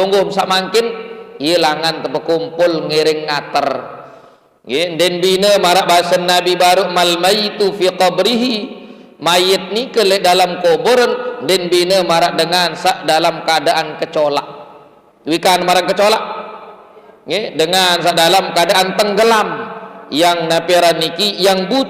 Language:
Sasak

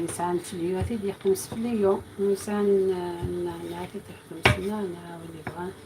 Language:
Algerian Arabic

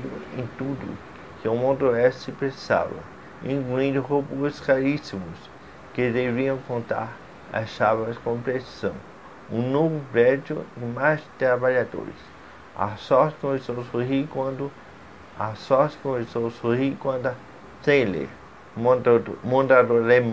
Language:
Portuguese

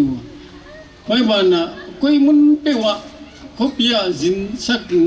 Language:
Paite Chin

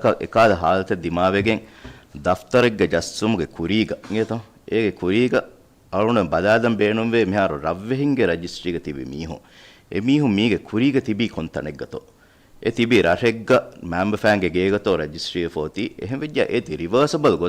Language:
Divehi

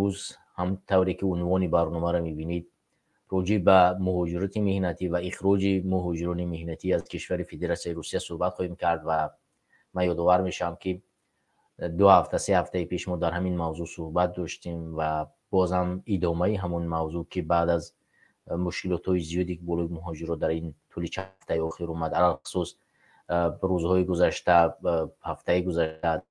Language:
Tajik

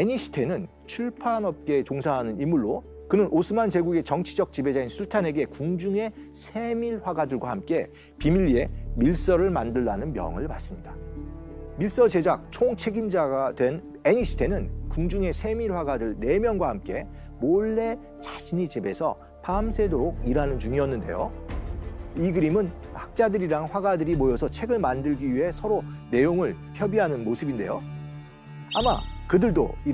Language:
Korean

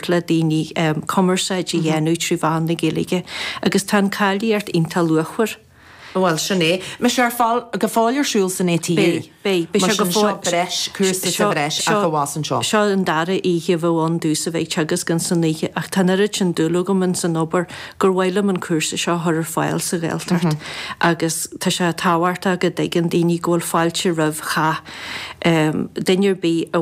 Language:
Irish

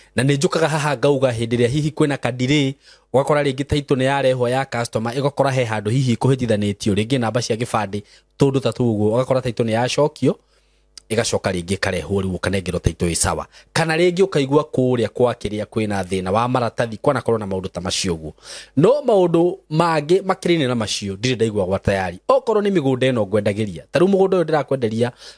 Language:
Kikuyu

